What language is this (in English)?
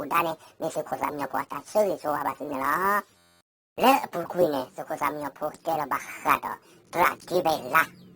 S'gaw Karen